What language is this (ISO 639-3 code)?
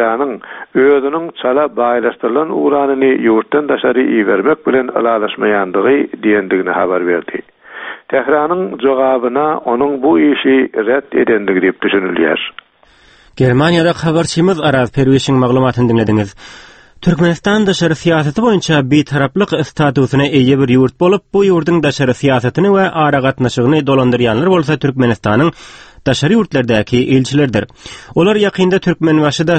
tuk